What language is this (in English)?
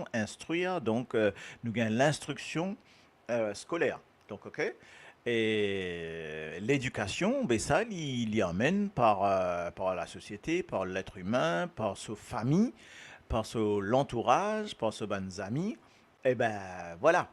Morisyen